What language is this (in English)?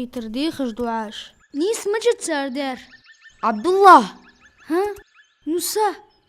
Ingush